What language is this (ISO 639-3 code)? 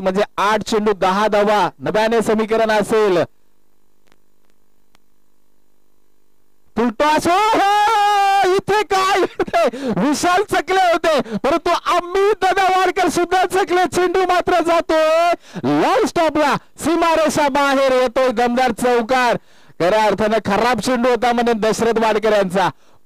mar